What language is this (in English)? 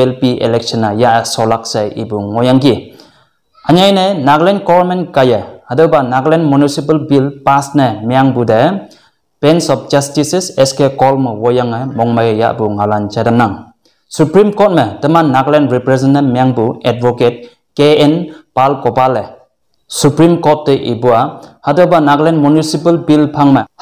Konyak Naga